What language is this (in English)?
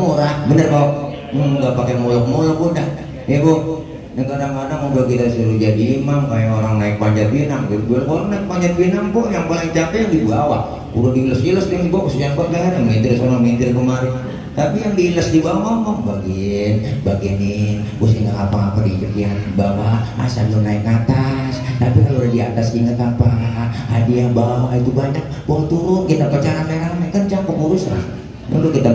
Betawi